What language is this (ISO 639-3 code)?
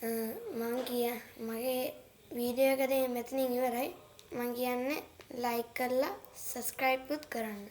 sin